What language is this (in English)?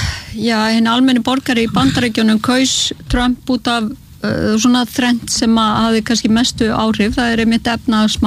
Icelandic